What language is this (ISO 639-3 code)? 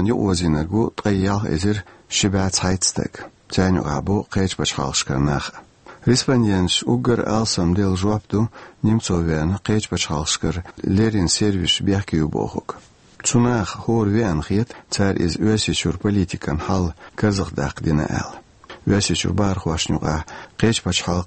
che